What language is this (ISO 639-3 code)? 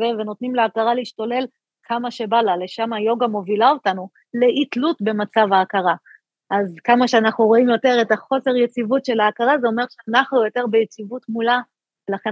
heb